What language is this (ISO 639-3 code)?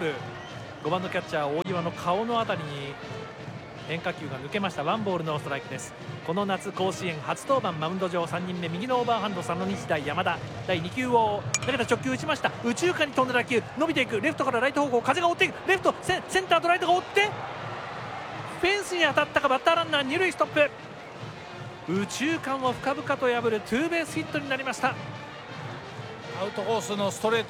jpn